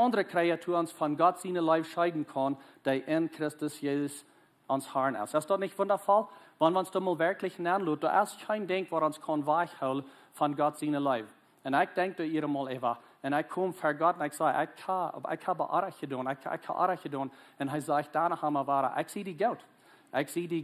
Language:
Plautdietsch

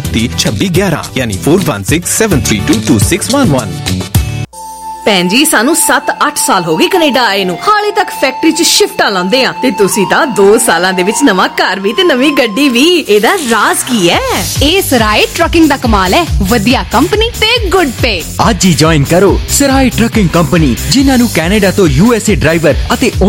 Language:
Punjabi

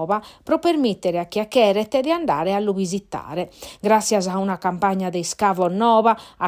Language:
Sardinian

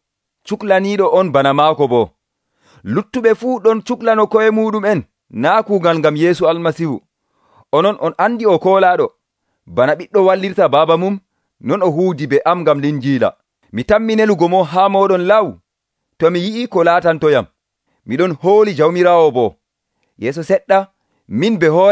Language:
Nigerian Fulfulde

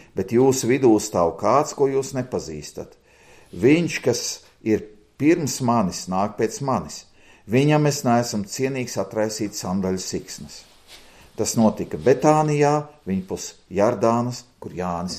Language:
Latvian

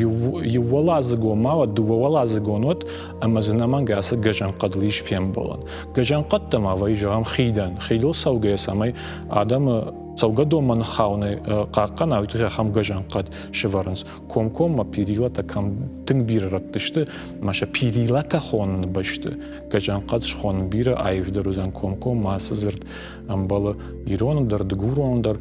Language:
Ossetic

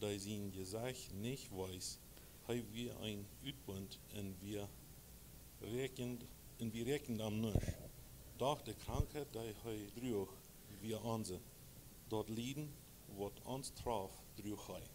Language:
Plautdietsch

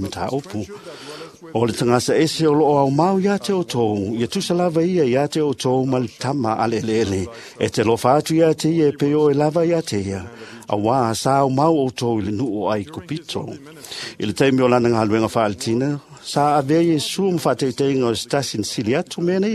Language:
Samoan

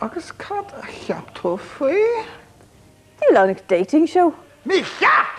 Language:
Irish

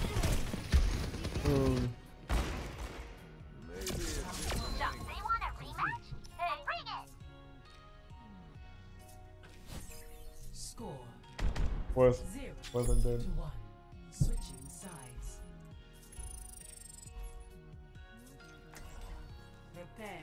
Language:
English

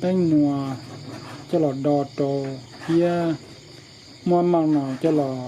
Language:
Hmong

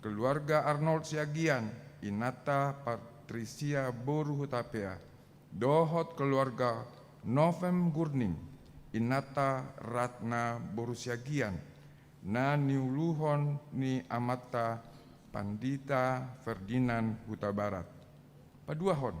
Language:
Batak Toba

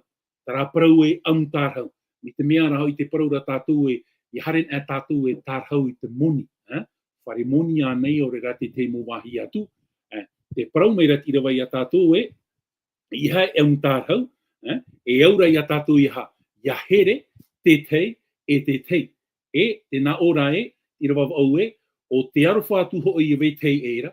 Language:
Tahitian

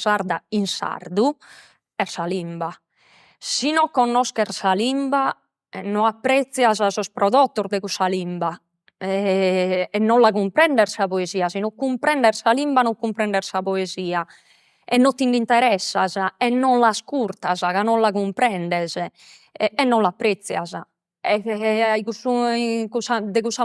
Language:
Sardinian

